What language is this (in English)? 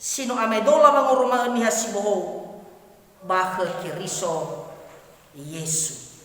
Nias